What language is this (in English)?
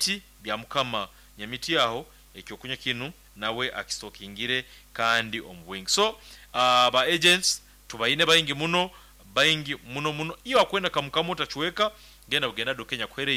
Nyoro